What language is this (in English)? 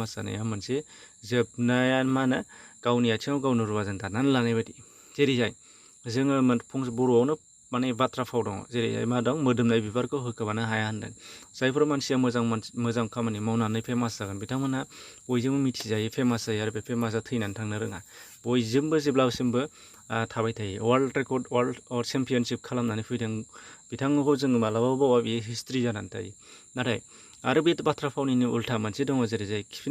Bodo